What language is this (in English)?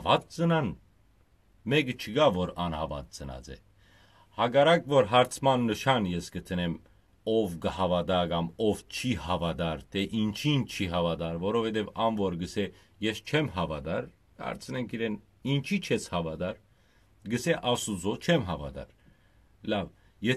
Western Armenian